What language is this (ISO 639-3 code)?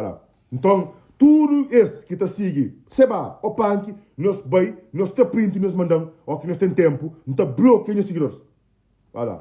kea